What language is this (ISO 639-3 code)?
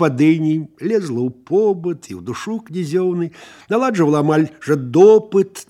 bel